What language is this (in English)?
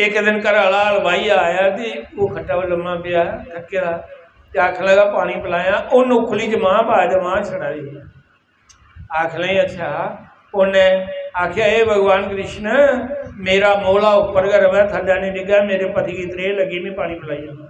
Dogri